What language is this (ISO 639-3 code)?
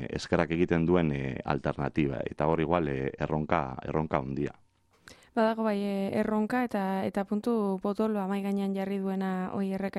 eus